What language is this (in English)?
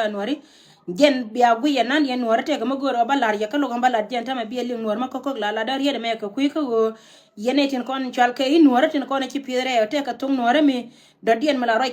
Nuer